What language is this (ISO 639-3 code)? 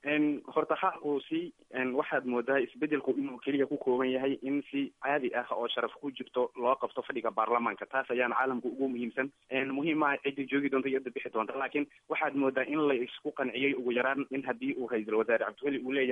som